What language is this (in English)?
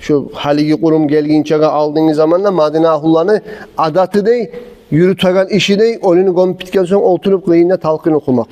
Kumyk